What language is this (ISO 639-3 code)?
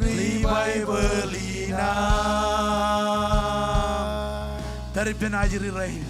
mah